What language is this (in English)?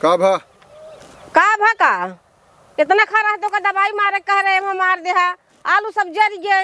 Awadhi